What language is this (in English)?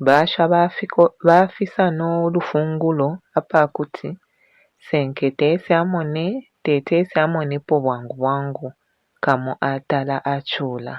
Bemba